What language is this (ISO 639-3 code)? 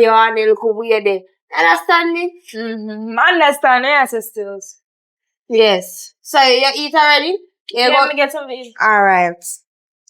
jam